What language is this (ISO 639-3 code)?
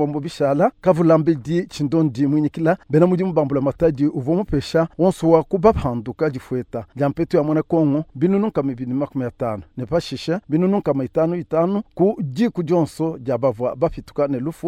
lua